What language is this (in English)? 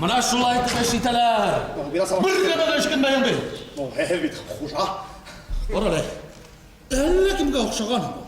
Bashkir